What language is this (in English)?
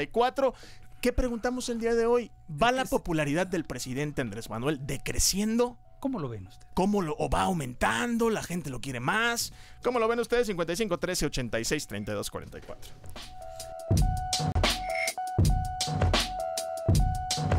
Spanish